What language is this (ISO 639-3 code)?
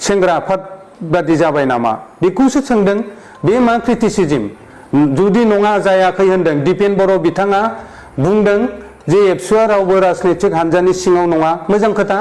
brx